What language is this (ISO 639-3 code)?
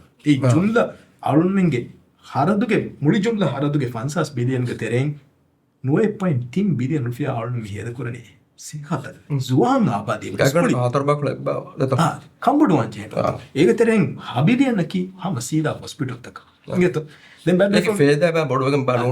div